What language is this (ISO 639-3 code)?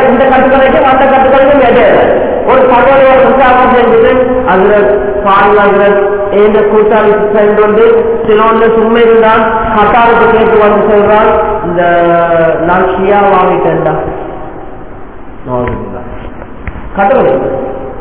tam